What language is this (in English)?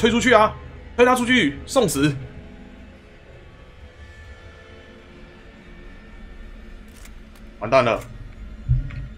Chinese